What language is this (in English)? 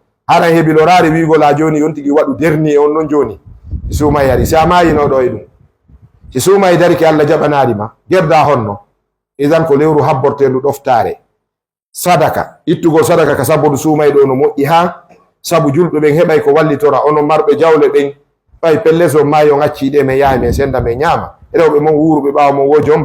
Fula